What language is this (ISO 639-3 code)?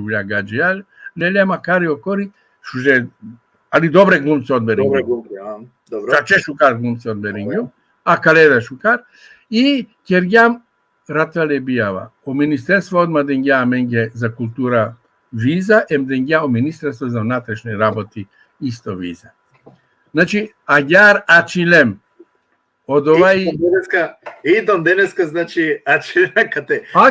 rmn